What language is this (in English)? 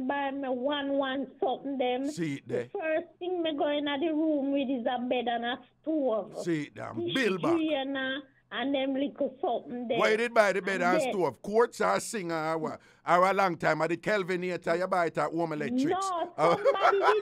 Jamaican Creole English